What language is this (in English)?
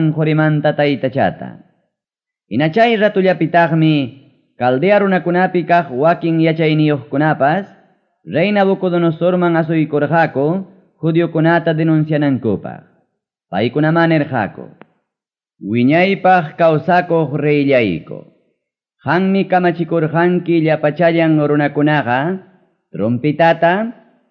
Ayacucho Quechua